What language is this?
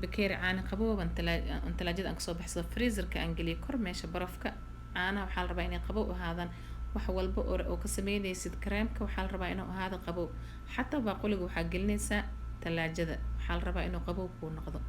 Somali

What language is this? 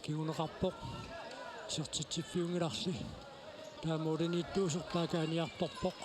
Kalaallisut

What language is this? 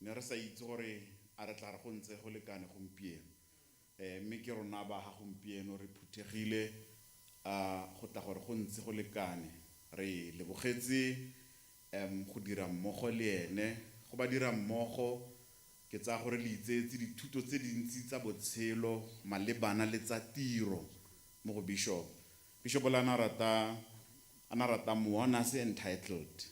Tswana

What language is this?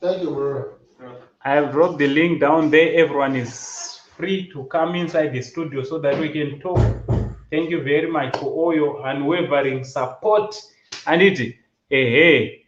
Shona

